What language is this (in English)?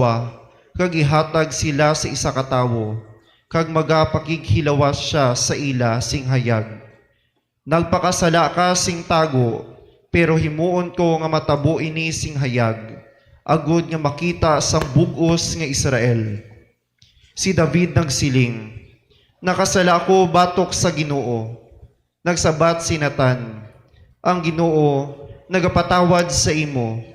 Hiligaynon